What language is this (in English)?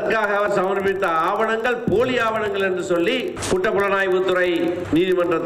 Tamil